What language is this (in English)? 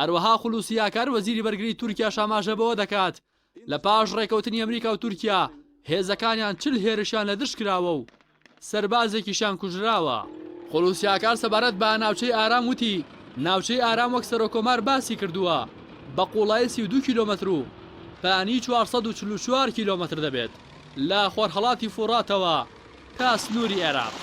Central Kurdish